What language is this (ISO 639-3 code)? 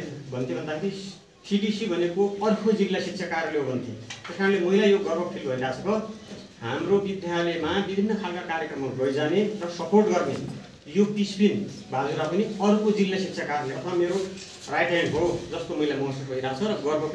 nep